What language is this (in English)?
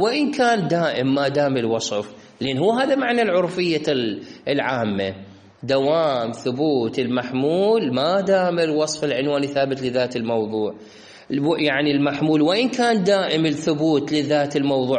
Mesopotamian Arabic